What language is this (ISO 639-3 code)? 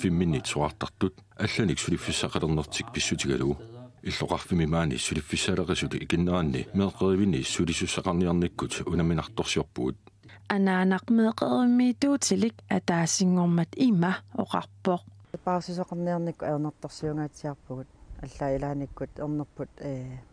kal